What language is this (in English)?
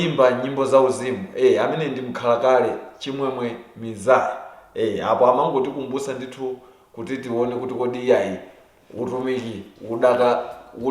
Nyanja